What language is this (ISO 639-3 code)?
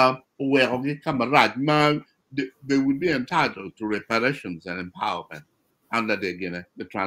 ach